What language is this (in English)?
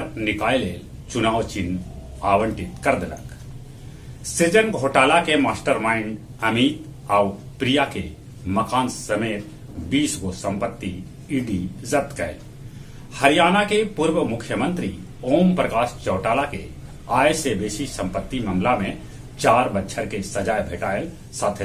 Magahi